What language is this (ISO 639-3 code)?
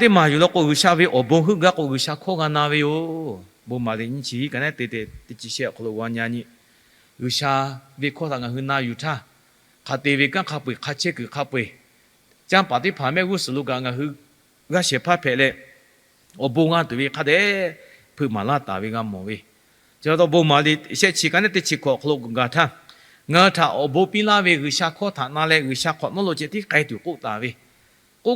lhu